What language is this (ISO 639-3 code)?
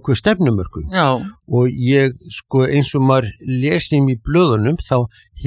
isl